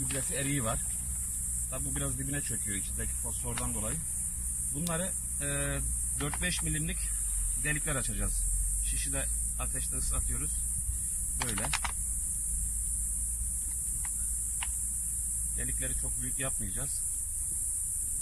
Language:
Turkish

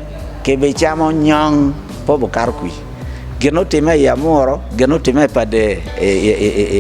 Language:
Acoli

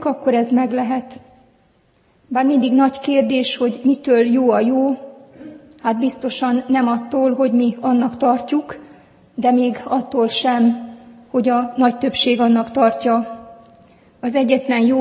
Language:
Hungarian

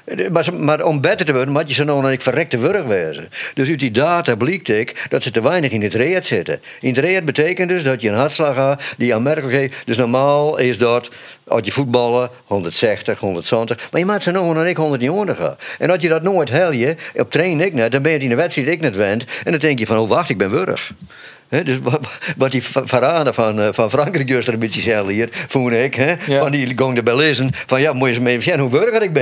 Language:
Western Frisian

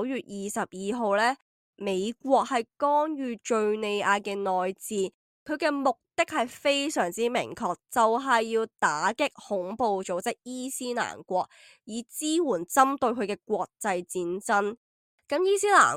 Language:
Cantonese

